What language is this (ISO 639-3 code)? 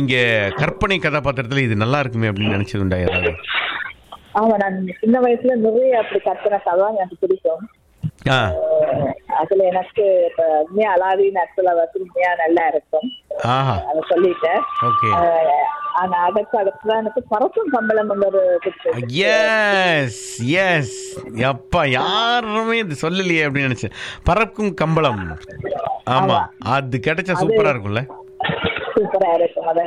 tam